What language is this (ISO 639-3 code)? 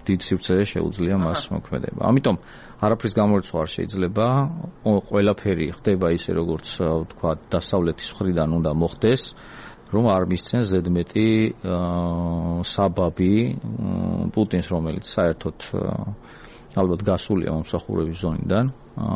kat